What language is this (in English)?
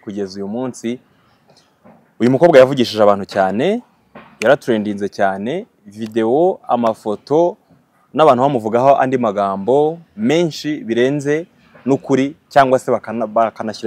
Kinyarwanda